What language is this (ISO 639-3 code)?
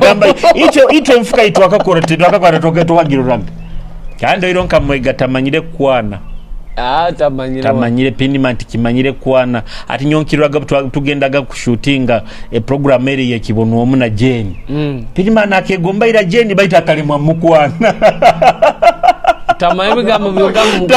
nyo